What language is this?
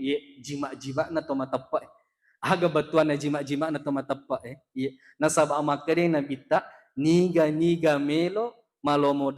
Buginese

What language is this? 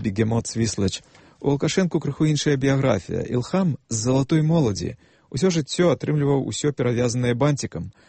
Belarusian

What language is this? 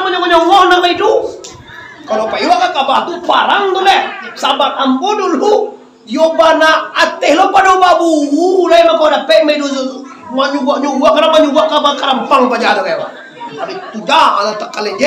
Minangkabau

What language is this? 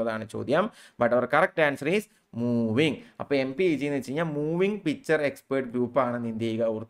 Malayalam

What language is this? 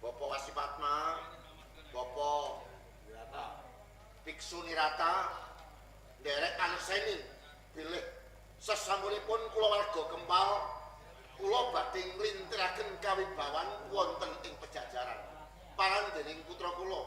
Javanese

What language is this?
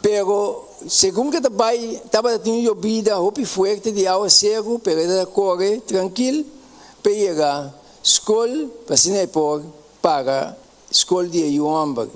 Papiamento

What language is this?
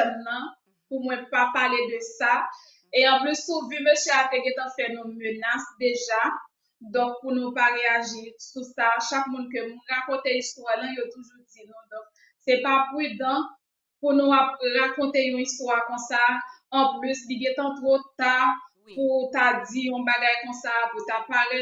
Haitian Creole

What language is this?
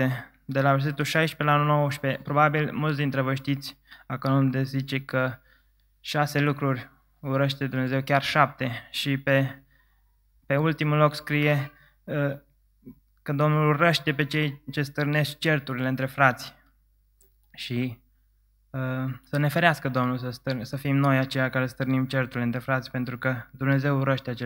Romanian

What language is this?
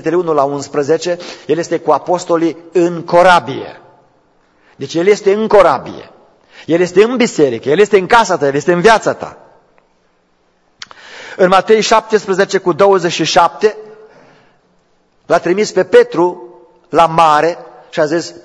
Romanian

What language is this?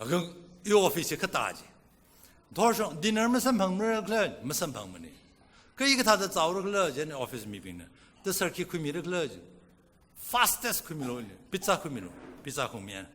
Tangkhul Naga (India)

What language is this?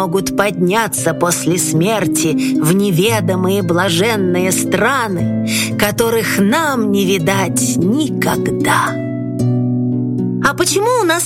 Russian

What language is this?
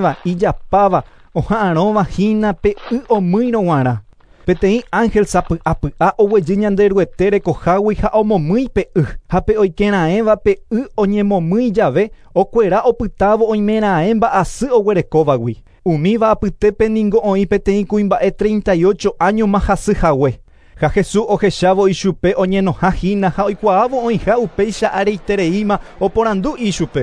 Guarani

